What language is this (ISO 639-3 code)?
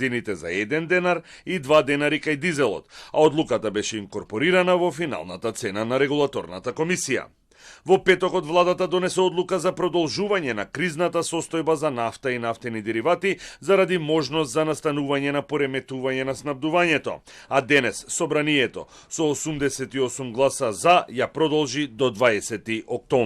mkd